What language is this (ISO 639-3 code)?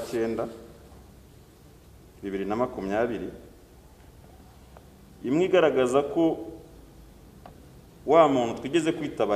kin